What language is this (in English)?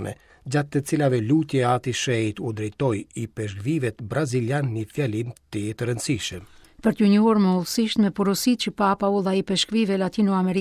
Albanian